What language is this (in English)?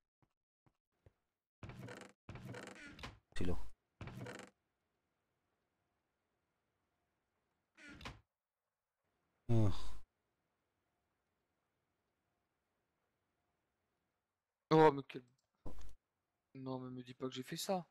French